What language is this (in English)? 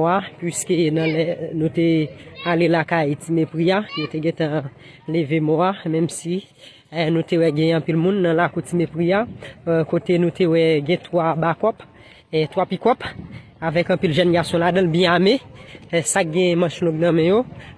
Haitian Creole